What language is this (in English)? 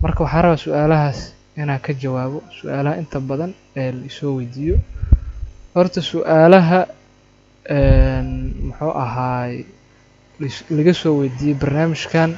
Somali